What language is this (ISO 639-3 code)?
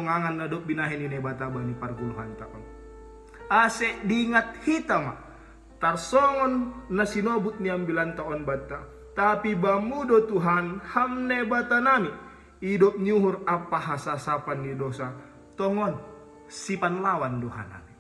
bts